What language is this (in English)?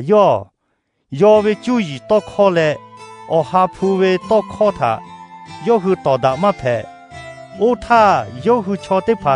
Lahu